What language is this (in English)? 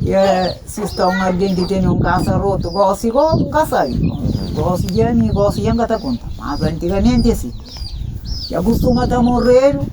Kabuverdianu